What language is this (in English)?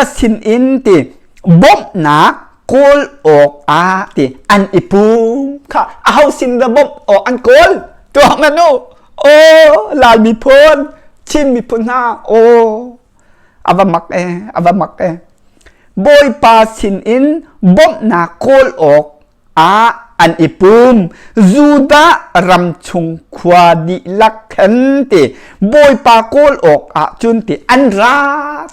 Hakha Chin